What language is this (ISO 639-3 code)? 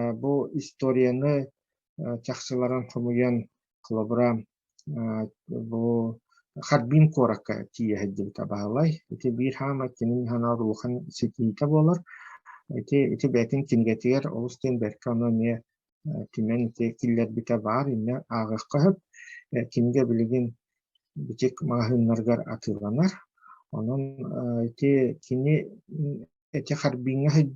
sah